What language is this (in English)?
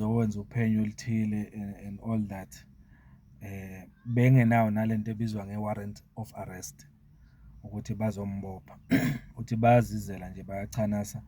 Zulu